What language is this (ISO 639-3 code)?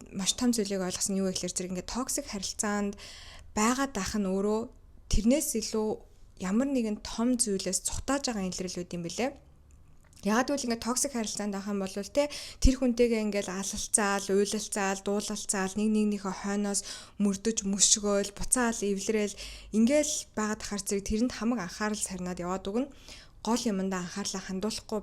mon